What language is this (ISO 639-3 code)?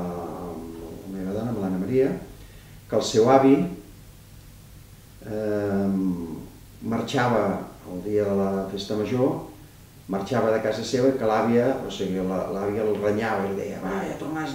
cat